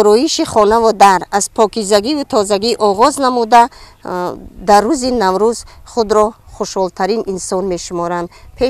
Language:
Tajik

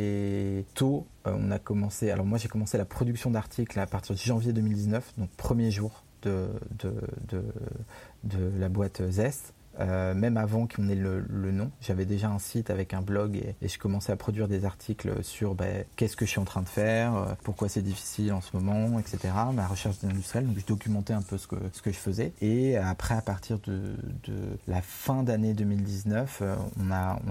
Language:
French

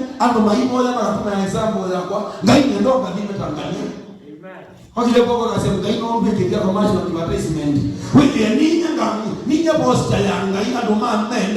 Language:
Kamba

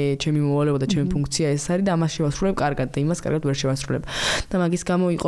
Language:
Georgian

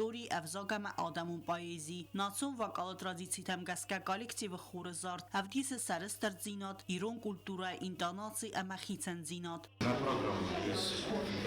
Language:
Ossetic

